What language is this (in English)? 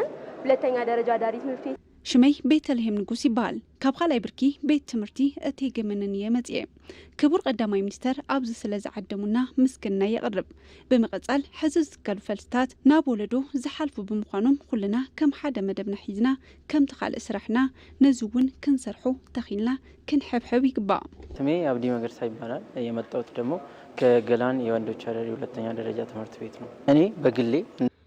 Tigrinya